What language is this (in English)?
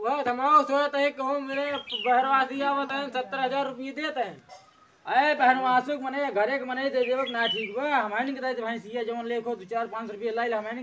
Awadhi